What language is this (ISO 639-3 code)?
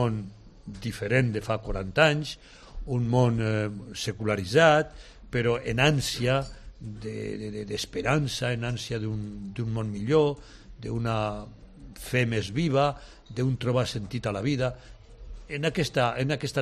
cat